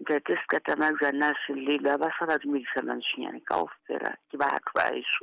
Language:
Southern Sotho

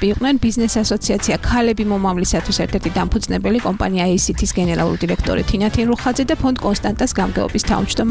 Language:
Georgian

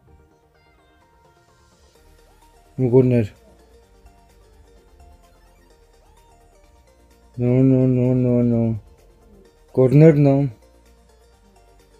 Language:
Spanish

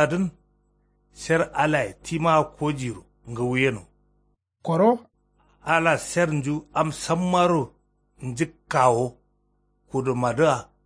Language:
Kanuri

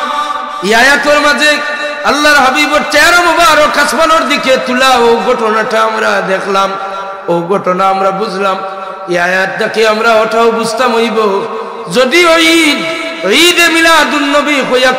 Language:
Sylheti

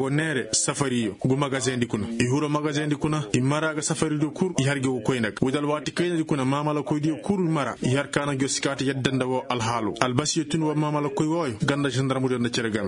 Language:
Koyraboro Senni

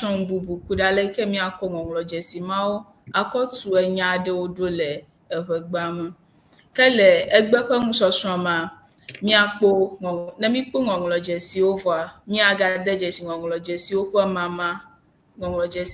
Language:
Ewe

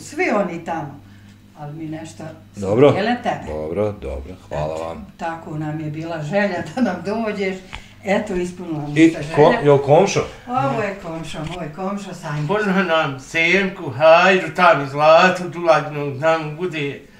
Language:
Bosnian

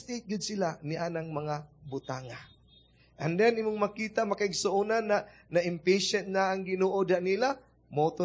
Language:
Cebuano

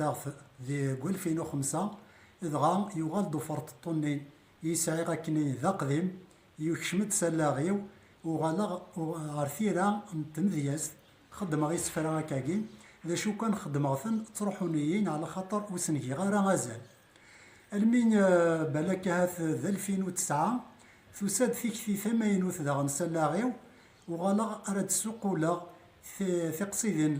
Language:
Kabyle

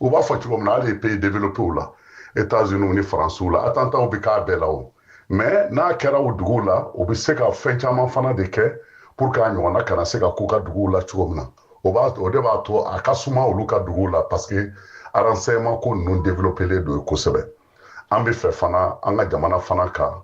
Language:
Bambara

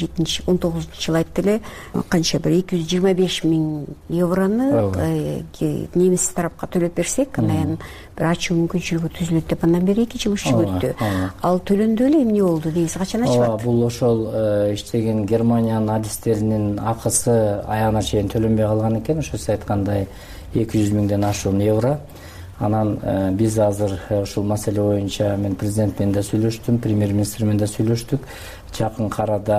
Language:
Kyrgyz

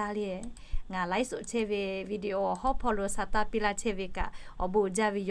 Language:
Lahu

